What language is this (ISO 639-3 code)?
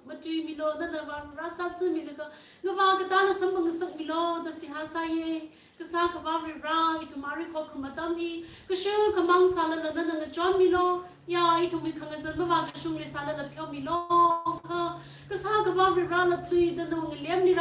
nmf